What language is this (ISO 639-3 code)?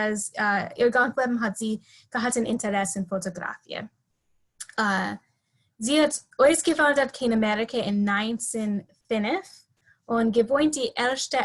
yid